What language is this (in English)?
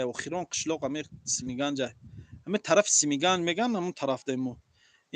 Tajik